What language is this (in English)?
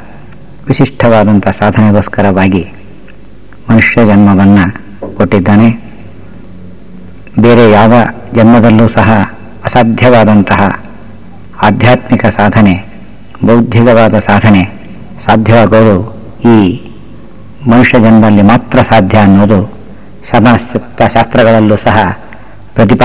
Kannada